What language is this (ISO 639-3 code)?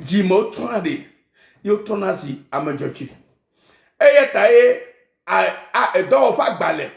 ewe